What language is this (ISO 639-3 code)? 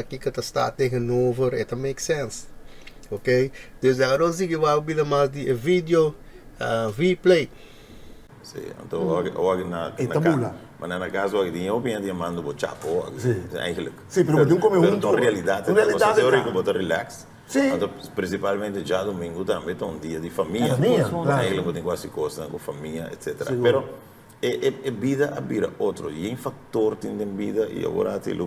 pap